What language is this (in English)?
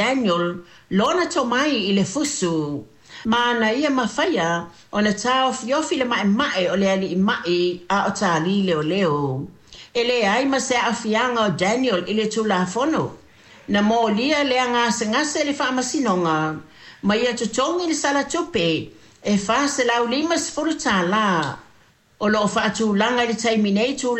Samoan